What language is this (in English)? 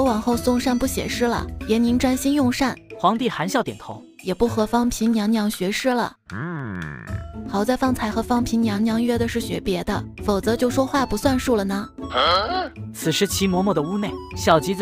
Chinese